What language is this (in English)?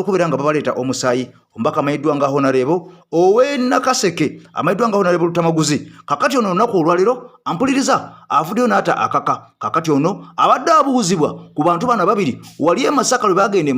Ganda